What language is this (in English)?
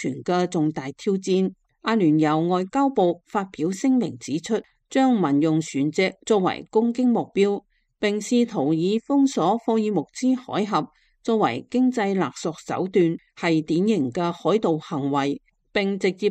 Cantonese